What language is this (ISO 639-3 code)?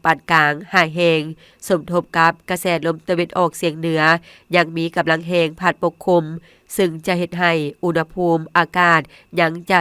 lao